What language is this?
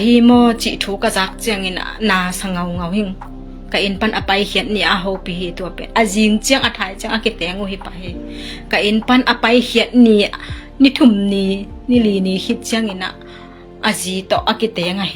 Tedim Chin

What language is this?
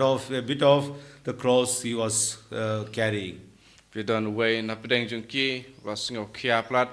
Khasi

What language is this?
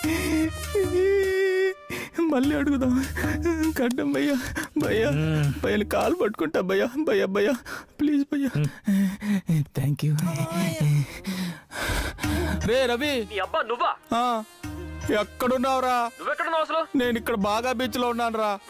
Telugu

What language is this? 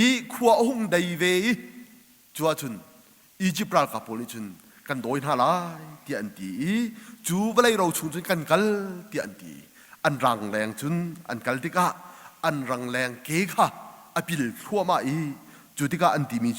Hakha Chin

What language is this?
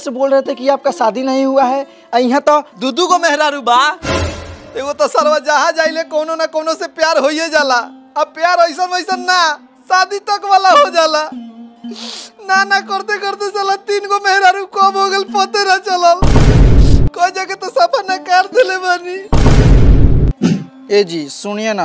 Bhojpuri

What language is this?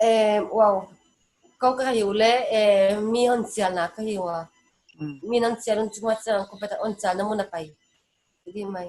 Paite Chin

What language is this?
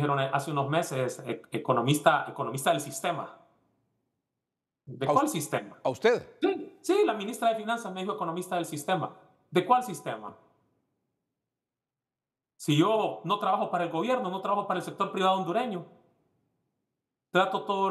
Spanish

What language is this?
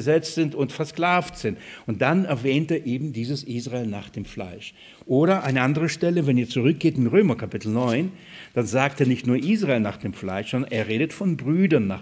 German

